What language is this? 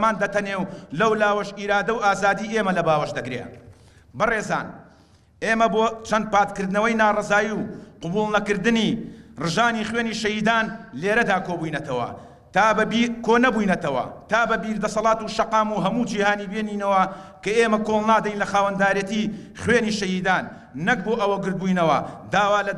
Central Kurdish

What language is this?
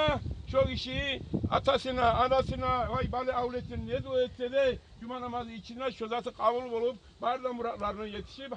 Kumyk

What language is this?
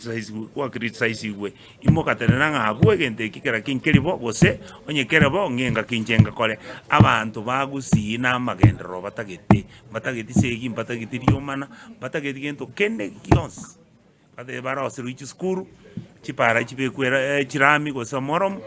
Gusii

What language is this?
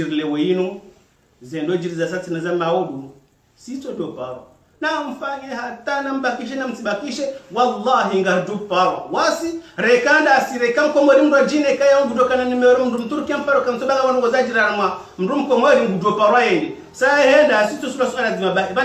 Ngazidja Comorian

